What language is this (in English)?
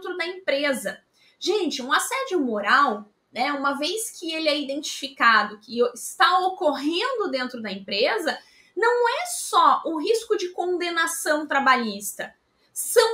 Portuguese